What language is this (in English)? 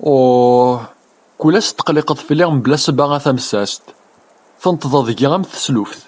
Kabyle